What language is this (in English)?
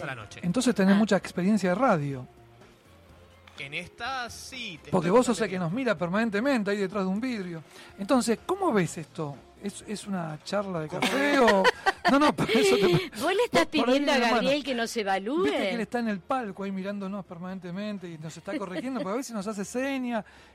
Spanish